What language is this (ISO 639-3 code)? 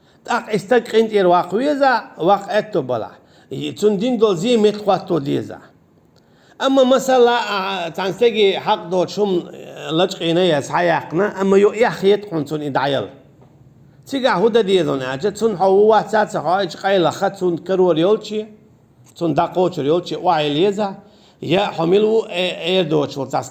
che